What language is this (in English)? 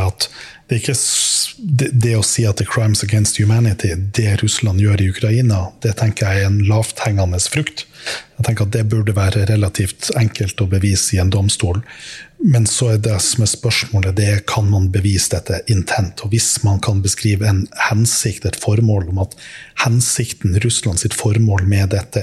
Norwegian